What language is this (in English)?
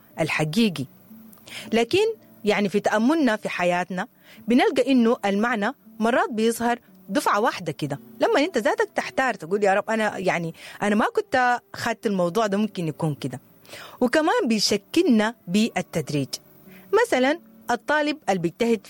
Sudanese Arabic